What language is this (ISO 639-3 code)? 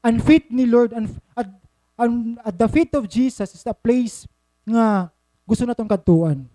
war